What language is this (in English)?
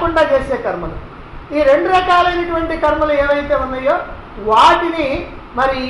Telugu